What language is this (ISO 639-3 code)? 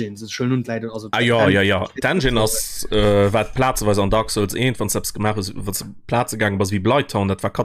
ltz